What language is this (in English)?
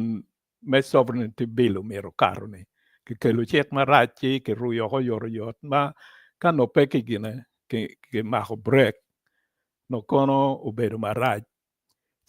Acoli